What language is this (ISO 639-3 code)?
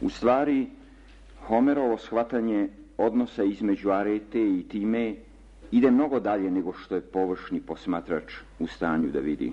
srp